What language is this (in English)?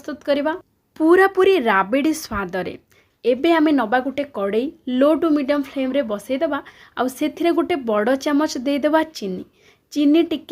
Odia